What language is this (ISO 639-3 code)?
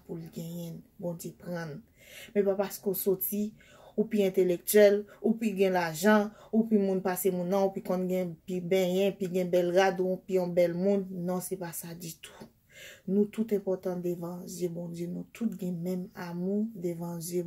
hat